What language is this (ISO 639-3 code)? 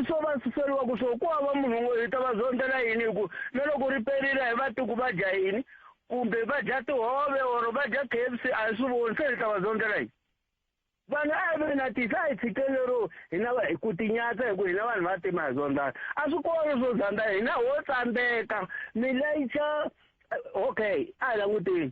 tso